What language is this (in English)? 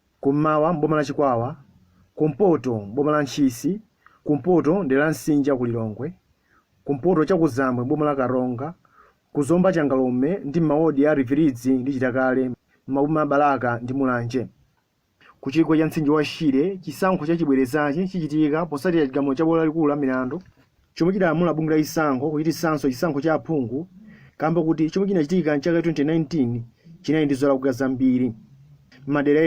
Nyanja